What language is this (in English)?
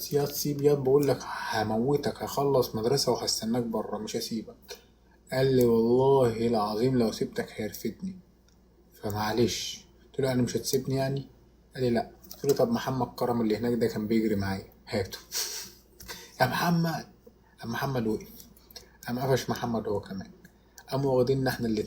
Egyptian Arabic